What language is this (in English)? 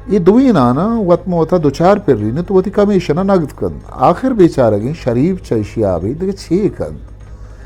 Eastern Balochi